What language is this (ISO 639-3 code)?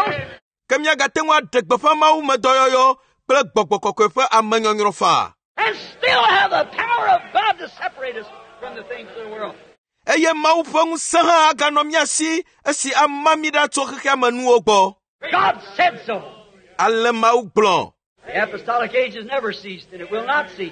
ewe